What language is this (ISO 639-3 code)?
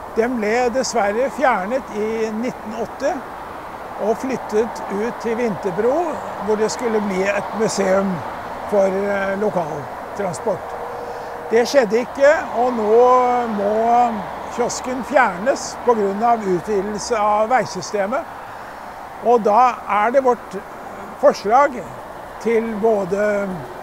nor